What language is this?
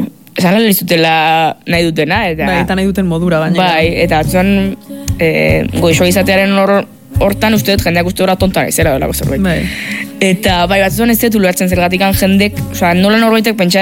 Basque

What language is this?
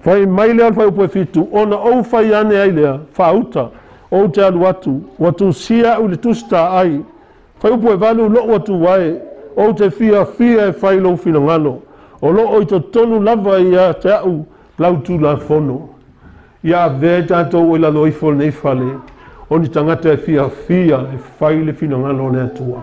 Samoan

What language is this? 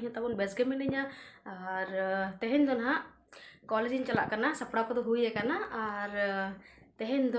Santali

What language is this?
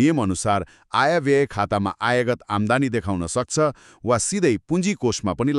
Nepali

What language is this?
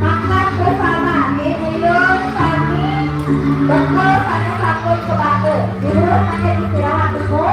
Balinese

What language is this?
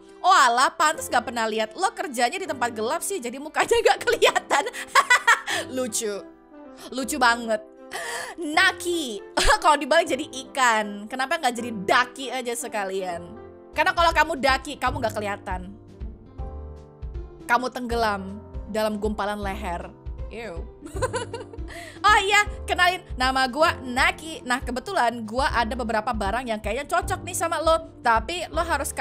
Indonesian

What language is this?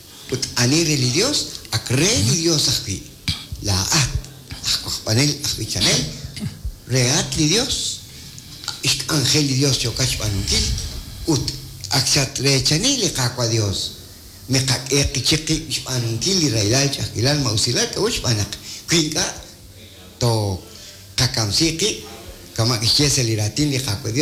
Kekchí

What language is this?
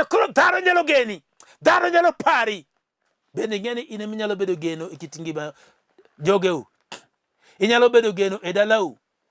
Luo (Kenya and Tanzania)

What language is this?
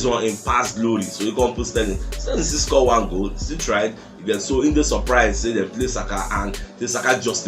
Nigerian Pidgin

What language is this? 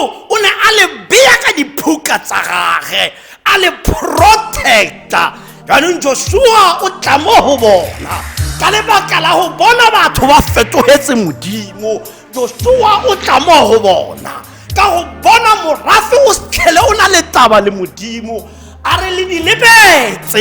Tswana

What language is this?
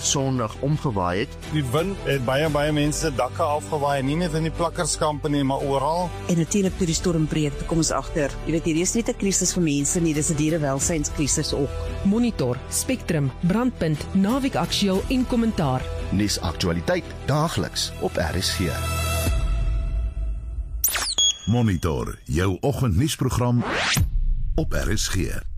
Afrikaans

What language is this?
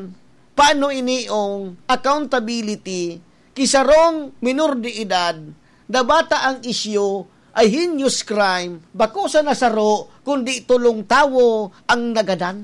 Bikol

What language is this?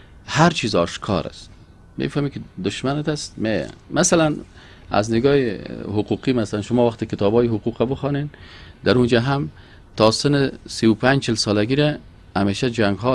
Persian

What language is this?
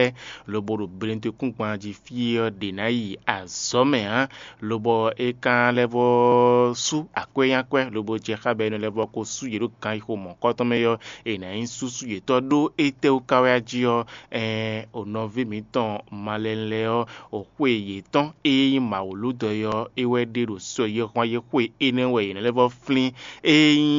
Fon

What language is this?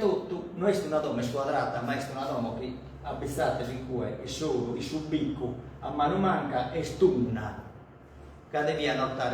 Sardinian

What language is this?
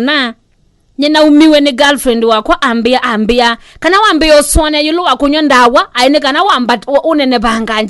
Kamba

